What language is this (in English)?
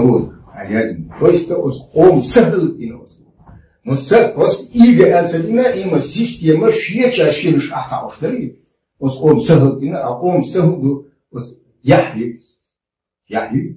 Chechen